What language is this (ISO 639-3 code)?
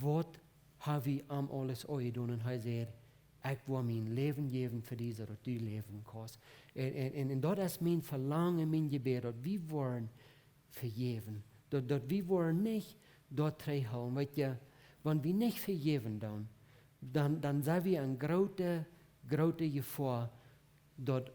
pdt